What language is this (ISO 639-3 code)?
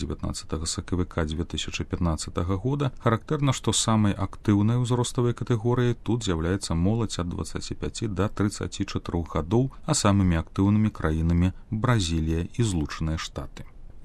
bel